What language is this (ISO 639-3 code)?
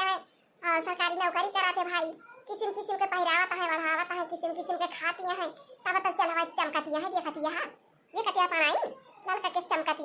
awa